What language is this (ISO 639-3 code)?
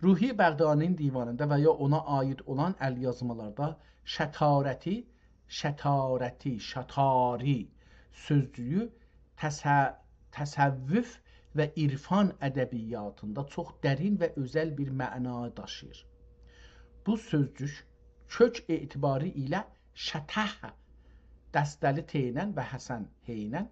azb